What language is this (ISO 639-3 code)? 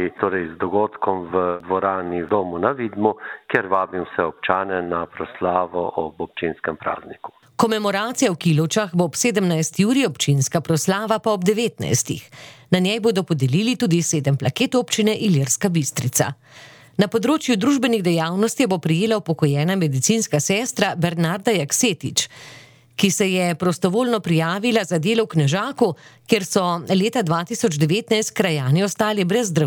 slv